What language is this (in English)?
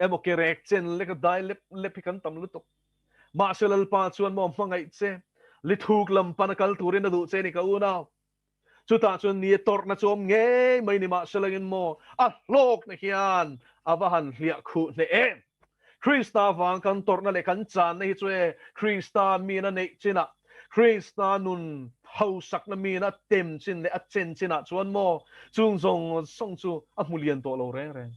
Mizo